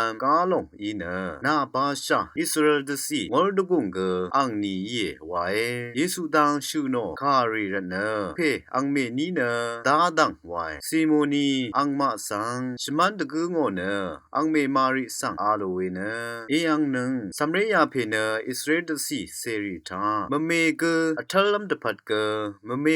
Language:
Rawang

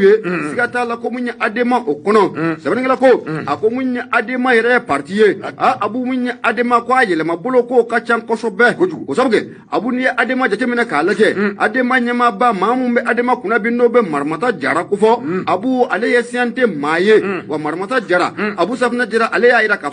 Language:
Bambara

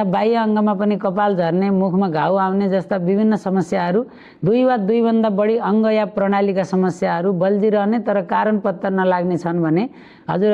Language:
Nepali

